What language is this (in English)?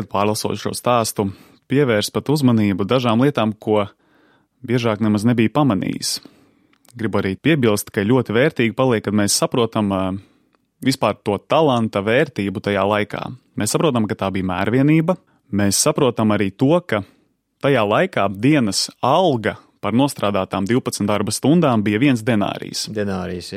Latvian